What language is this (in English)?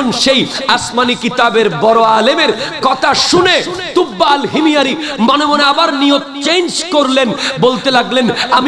Bangla